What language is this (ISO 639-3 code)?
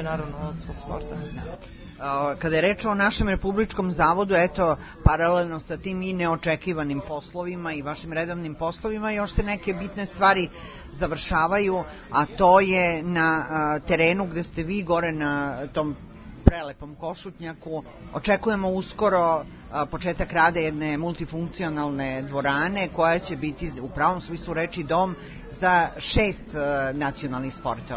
srp